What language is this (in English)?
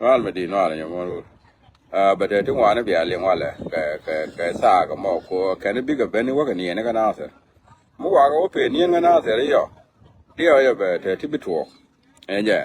Nuer